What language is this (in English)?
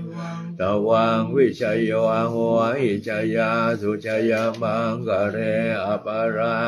Pali